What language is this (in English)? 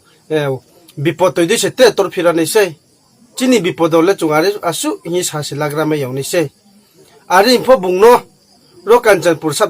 Riang (India)